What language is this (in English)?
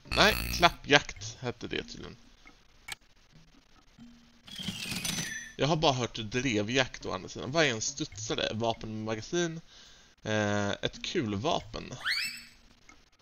Swedish